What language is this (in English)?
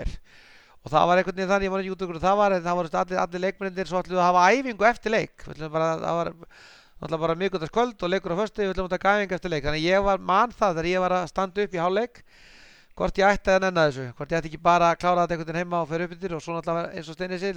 Icelandic